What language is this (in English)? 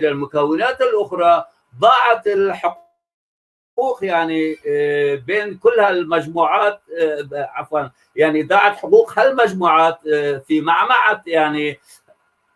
North Levantine Arabic